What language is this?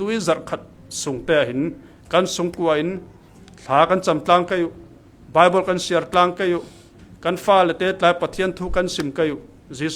Falam Chin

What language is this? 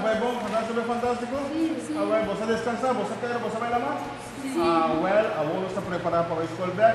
Papiamento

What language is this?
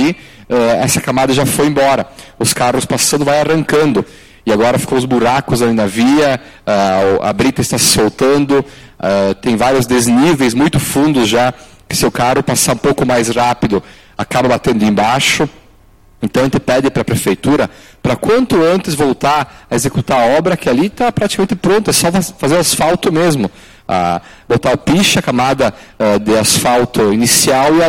Portuguese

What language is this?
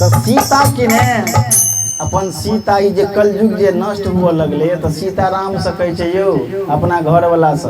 Maithili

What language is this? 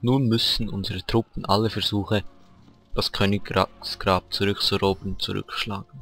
Swiss German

